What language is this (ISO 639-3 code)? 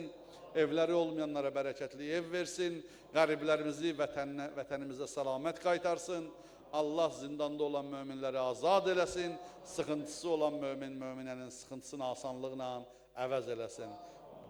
aze